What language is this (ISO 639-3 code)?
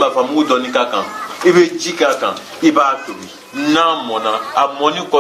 bam